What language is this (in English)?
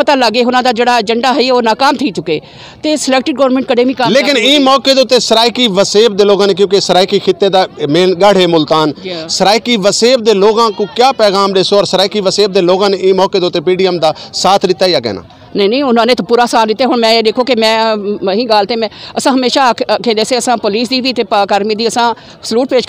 Saraiki